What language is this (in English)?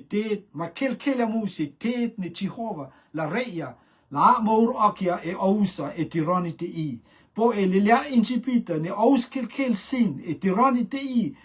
Rotuman